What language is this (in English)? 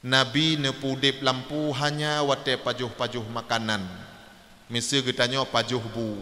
Achinese